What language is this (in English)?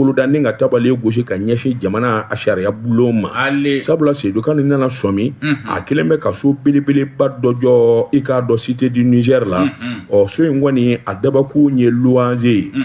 Bambara